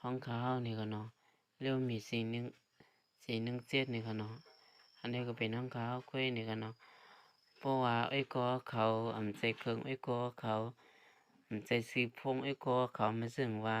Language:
Shan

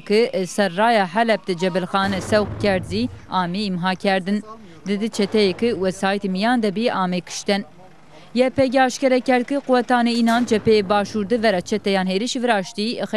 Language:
Zaza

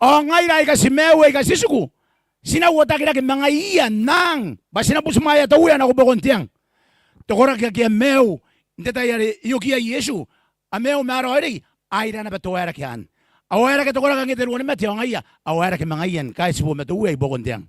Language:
Gilbertese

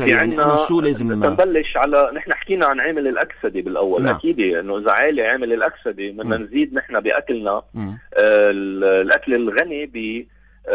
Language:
North Levantine Arabic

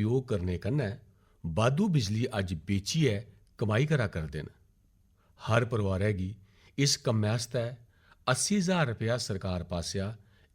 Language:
Dogri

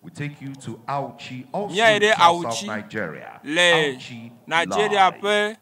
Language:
Ewe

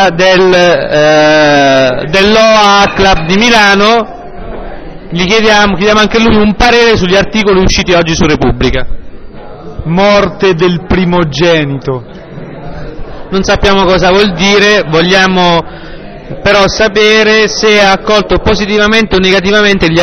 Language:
Italian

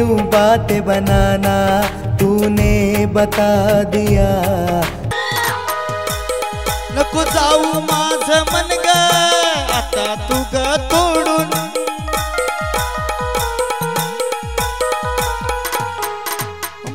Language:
Marathi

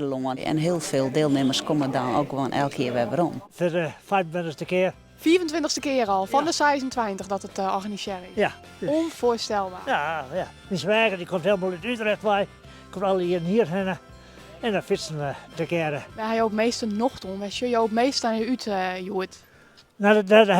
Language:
Western Frisian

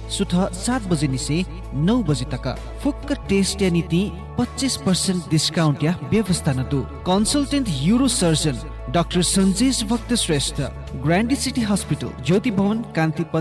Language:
Newari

